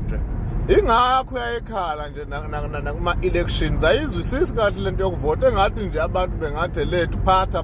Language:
Zulu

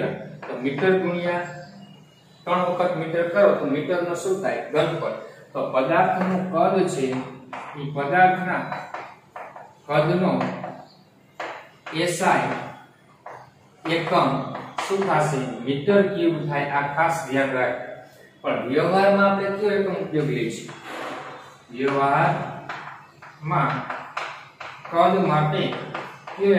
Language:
Gujarati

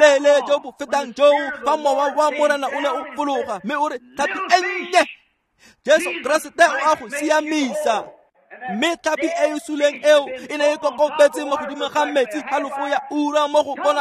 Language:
Tswana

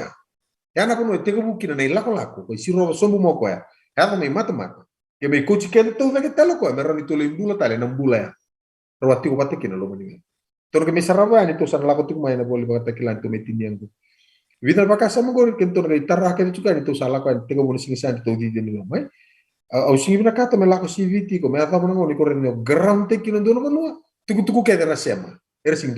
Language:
Fijian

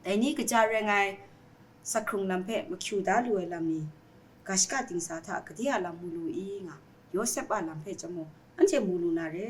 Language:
Kachin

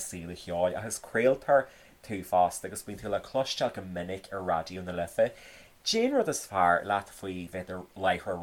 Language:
Irish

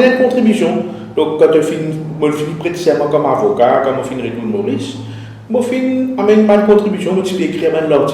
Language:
Morisyen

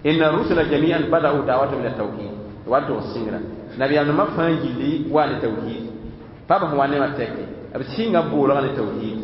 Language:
Mossi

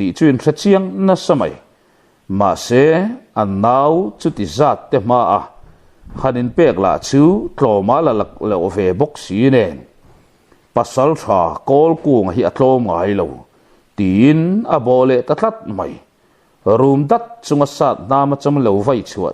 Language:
Mizo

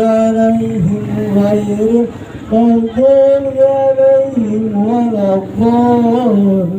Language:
Betawi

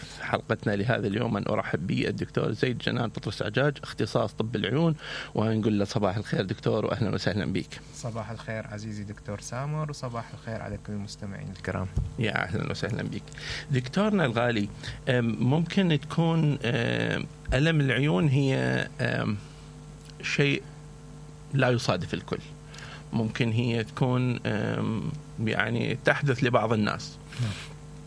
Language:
Mesopotamian Arabic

